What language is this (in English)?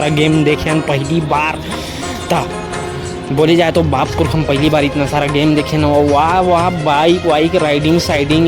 Chhattisgarhi